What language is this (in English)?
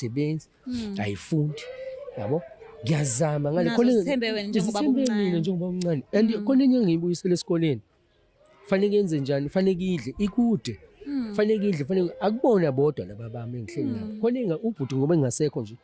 Zulu